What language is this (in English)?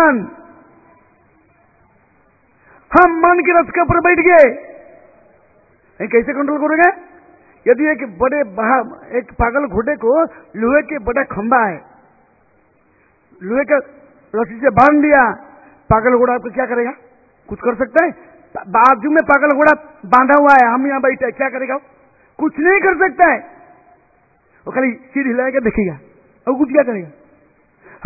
Hindi